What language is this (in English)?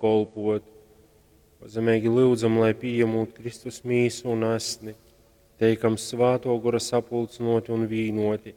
Latgalian